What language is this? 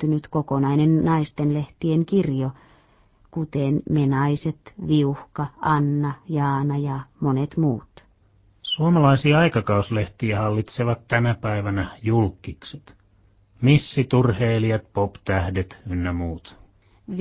Finnish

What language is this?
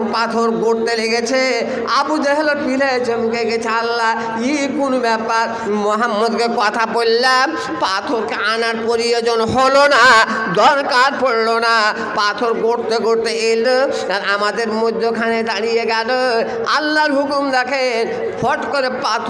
Bangla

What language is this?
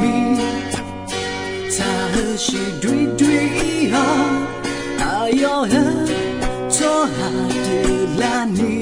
Akha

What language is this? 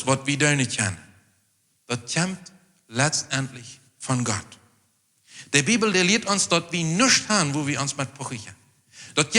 Plautdietsch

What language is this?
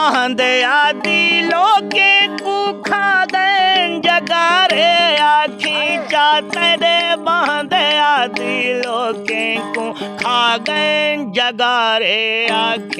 Saraiki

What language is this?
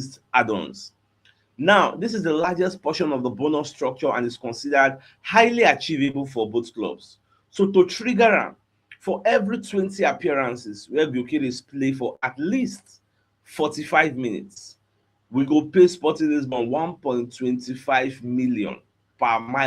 Nigerian Pidgin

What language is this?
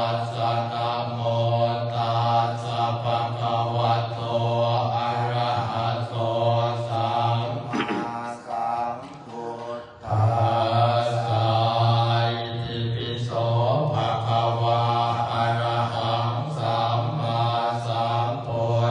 Pali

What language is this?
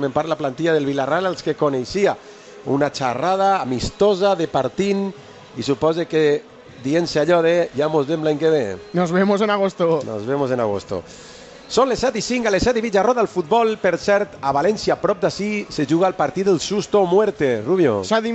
Catalan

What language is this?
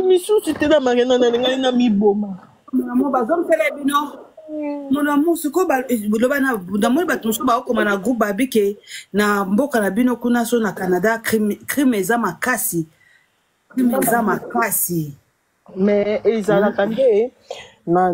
Lingala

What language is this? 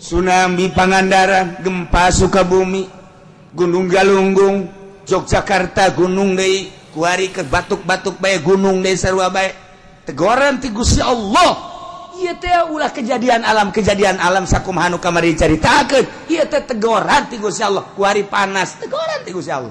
Sundanese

